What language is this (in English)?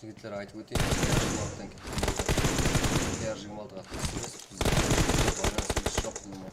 Kara-Kalpak